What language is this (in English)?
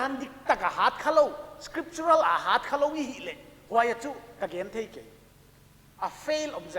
Paite Chin